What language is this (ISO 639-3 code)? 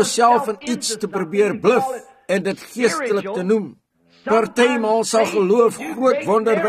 afr